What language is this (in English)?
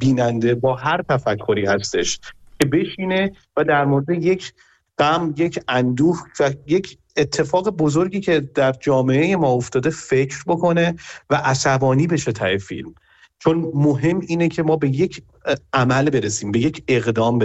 Persian